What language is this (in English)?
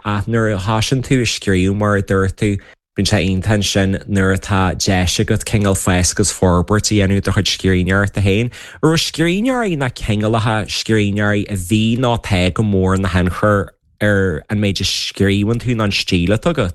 Irish